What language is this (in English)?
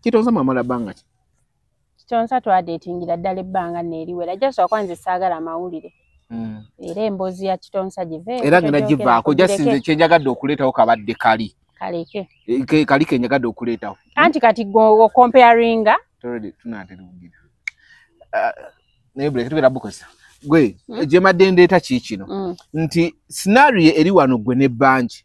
Ganda